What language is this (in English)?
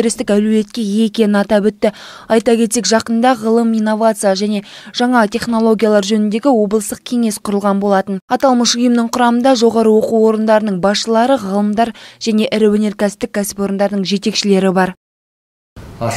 Kazakh